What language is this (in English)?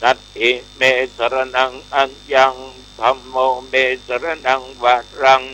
Pali